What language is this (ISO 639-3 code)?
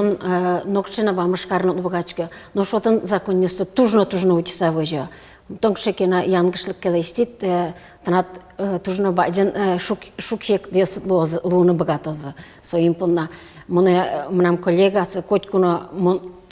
udm